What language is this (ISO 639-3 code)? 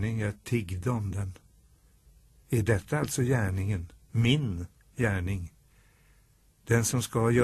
swe